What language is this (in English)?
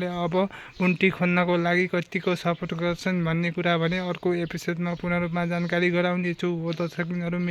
Nepali